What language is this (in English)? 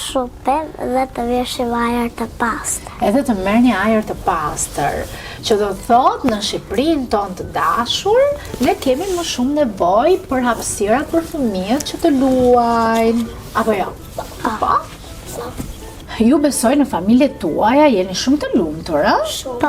Albanian